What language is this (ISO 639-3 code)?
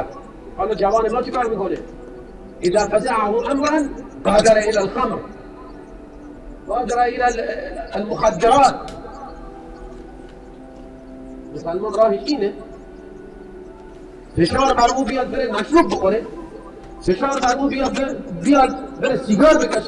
fas